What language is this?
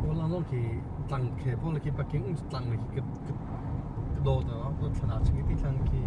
Hakha Chin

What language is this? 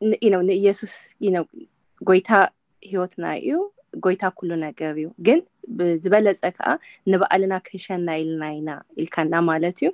Tigrinya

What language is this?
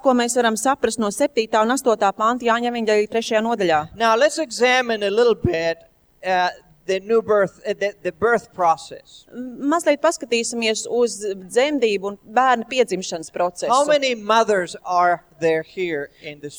Latvian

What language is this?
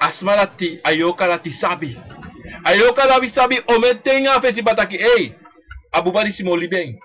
Sranan Tongo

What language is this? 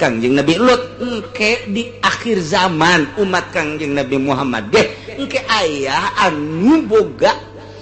Sundanese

